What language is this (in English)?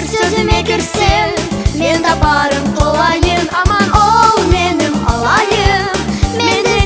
Crimean Tatar